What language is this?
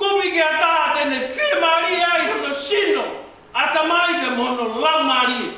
Tongan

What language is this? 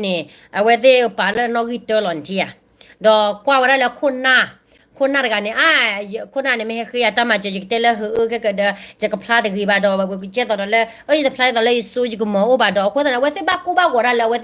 S'gaw Karen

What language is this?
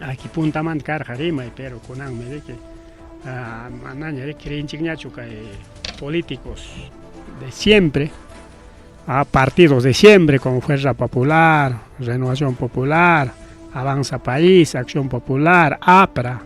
Ayacucho Quechua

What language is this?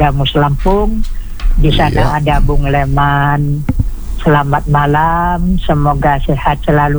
Indonesian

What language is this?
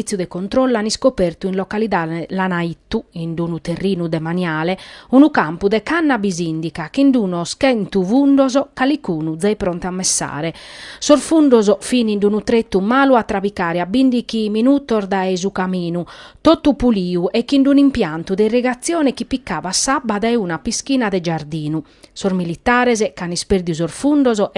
Sardinian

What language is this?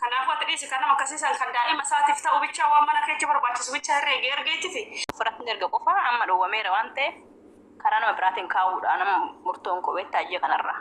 Oromo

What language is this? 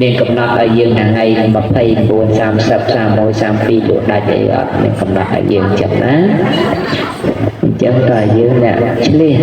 Khmer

